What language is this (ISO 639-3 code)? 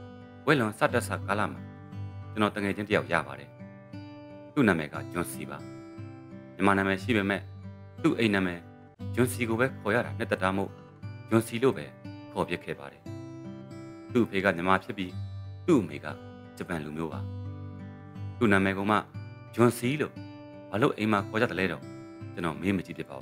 mya